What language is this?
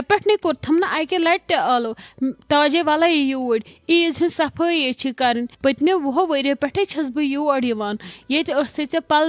Kashmiri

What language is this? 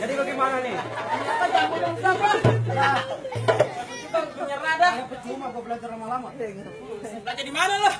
Betawi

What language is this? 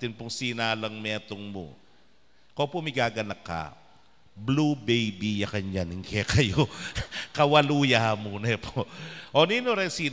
Pampanga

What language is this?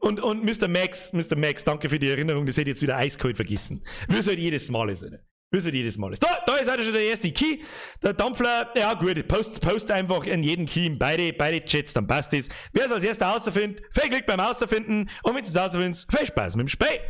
Bavarian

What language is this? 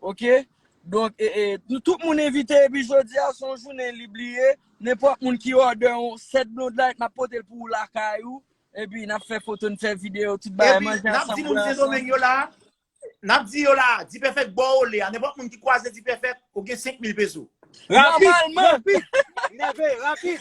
Haitian Creole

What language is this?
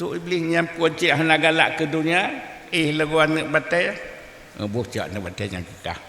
Achinese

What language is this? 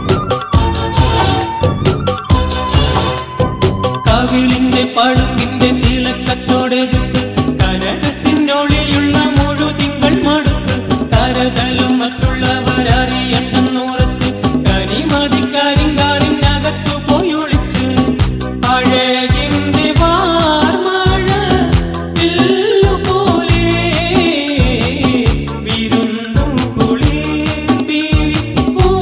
Malayalam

